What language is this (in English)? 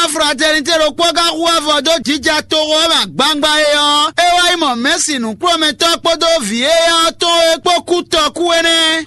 Fon